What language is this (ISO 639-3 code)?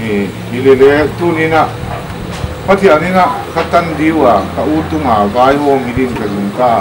pck